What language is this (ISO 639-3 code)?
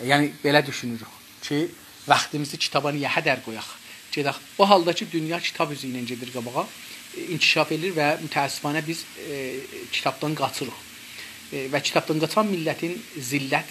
azb